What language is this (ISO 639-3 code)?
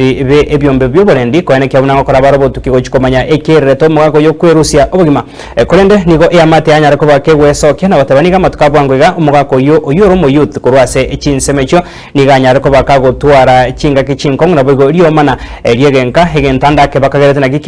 guz